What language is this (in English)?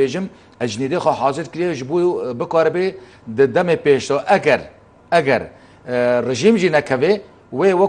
Kurdish